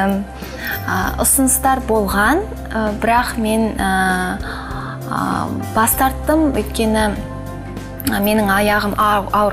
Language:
Kazakh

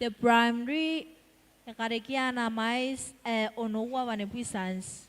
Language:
Gilbertese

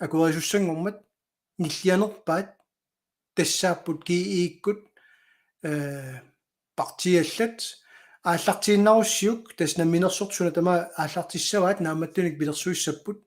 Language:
Kalaallisut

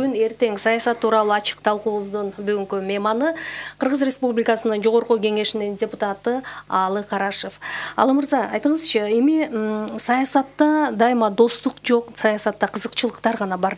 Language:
Kyrgyz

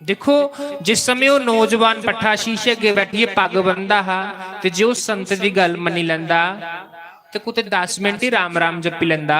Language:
Dogri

